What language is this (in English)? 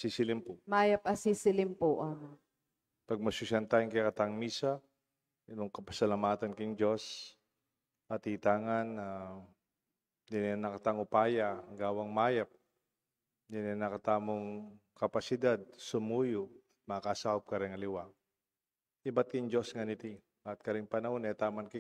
Pampanga